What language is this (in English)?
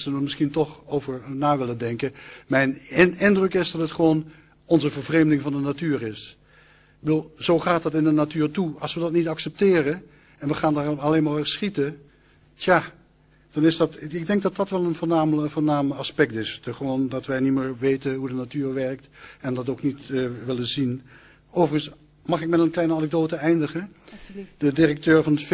Dutch